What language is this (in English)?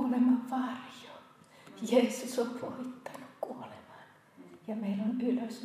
Finnish